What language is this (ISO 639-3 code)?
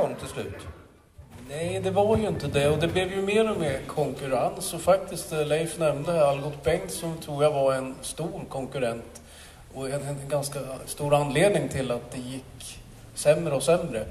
swe